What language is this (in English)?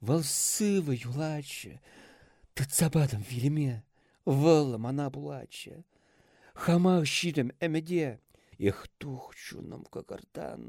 Chuvash